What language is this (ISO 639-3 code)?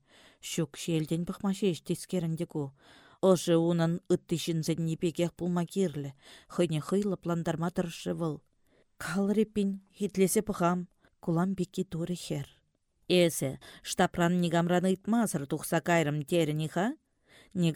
chv